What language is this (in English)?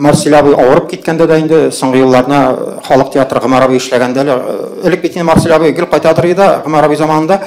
Tatar